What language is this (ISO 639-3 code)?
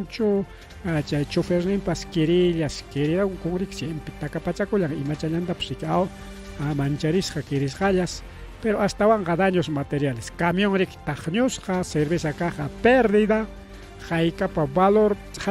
quy